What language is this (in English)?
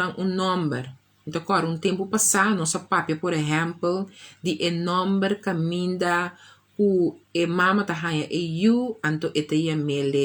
Papiamento